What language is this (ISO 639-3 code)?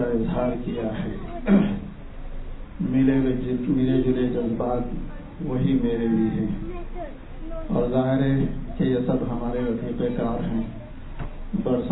urd